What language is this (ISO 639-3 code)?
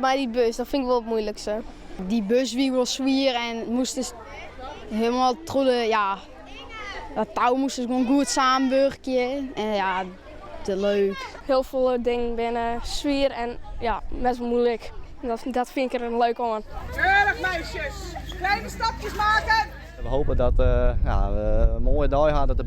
fry